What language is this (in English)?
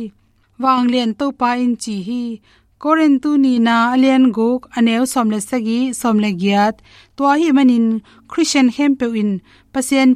Tedim Chin